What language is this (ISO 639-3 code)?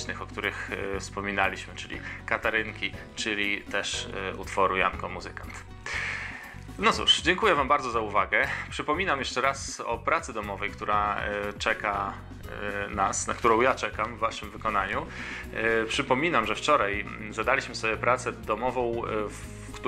pol